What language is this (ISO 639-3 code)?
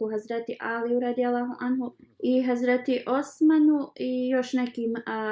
bos